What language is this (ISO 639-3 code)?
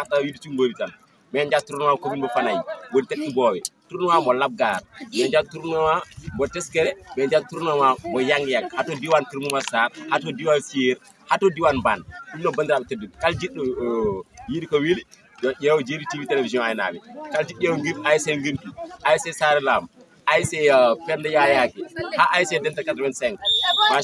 ful